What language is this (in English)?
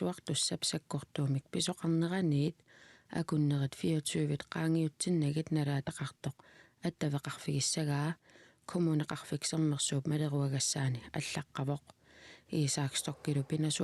Kalaallisut